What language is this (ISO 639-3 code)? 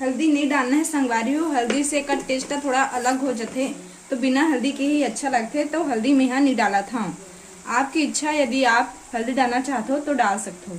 hne